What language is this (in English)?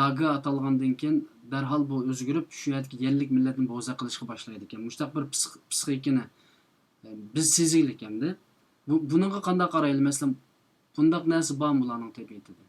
Uyghur